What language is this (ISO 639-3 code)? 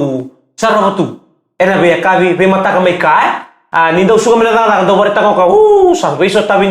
fij